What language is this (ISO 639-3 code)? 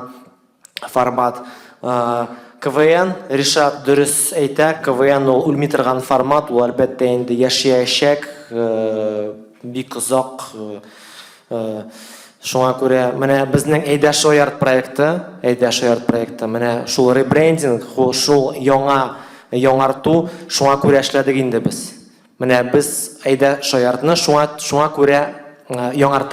tat